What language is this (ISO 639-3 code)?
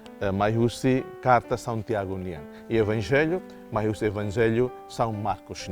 tet